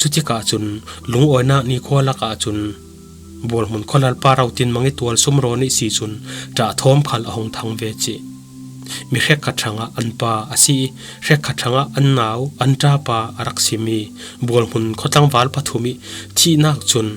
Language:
Falam Chin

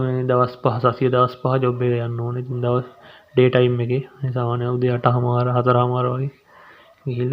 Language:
Sinhala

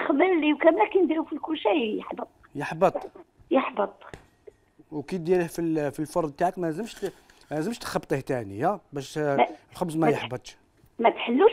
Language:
Algerian Arabic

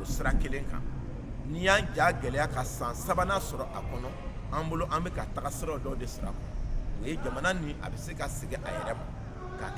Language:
Bambara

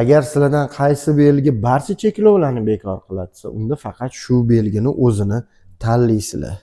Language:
Uzbek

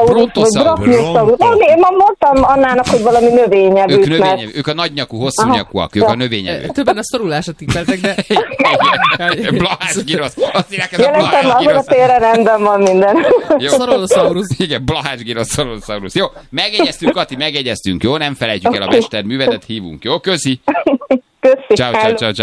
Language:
Hungarian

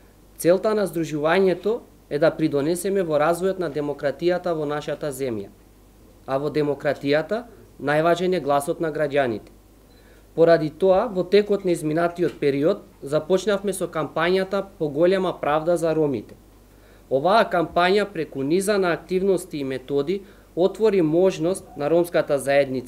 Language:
Macedonian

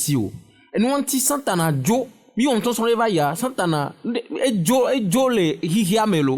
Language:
Ewe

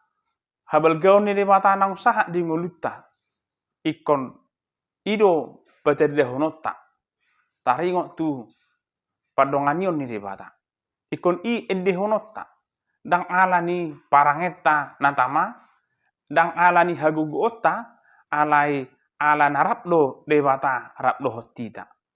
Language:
Batak Toba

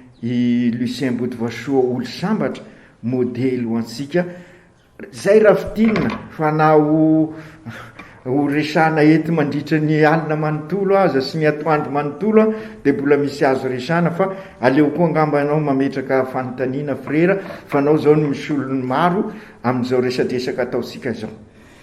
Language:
Malagasy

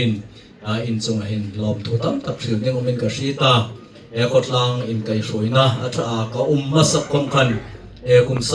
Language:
Hmar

